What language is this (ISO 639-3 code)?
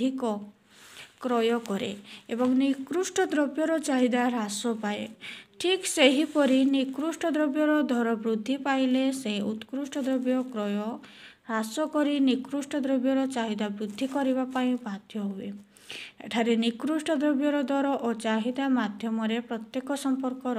ori